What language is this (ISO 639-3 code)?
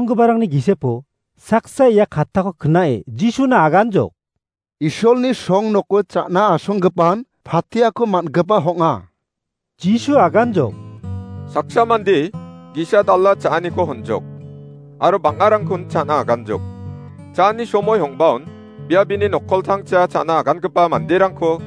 grt